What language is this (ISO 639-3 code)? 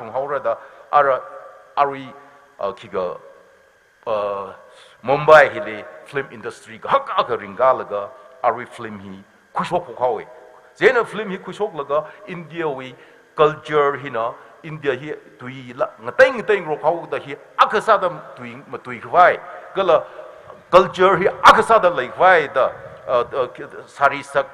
nmf